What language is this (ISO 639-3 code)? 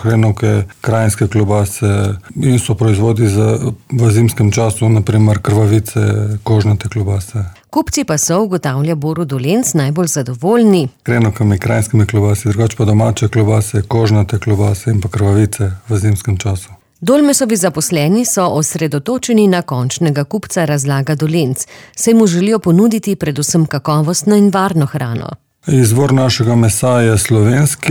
slv